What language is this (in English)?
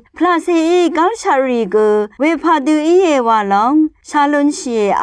Rawang